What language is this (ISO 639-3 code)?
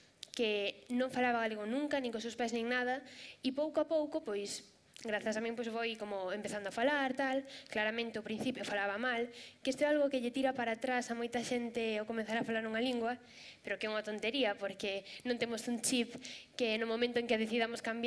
glg